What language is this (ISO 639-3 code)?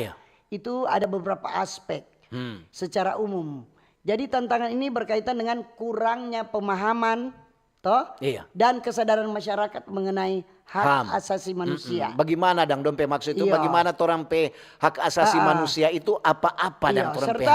xmm